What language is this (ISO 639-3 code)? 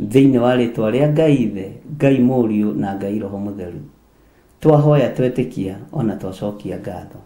kik